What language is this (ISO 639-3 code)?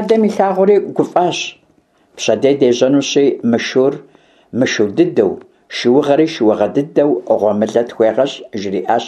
kbd